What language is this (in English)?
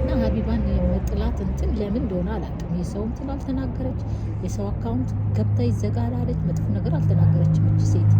Amharic